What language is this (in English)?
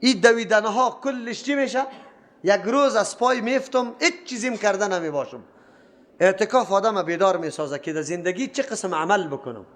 Persian